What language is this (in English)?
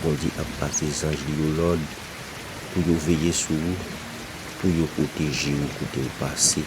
Haitian Creole